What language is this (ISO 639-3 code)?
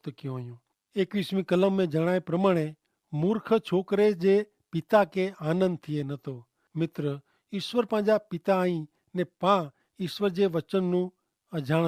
kfr